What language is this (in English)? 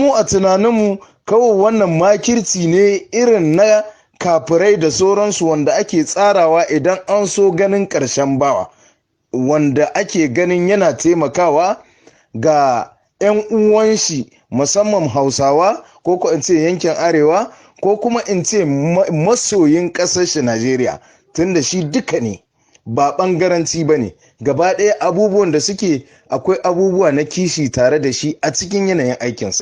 Hausa